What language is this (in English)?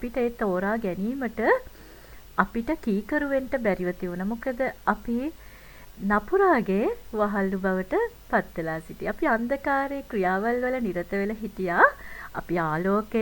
Sinhala